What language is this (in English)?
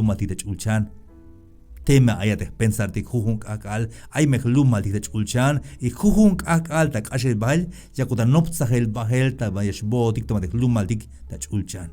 Tzeltal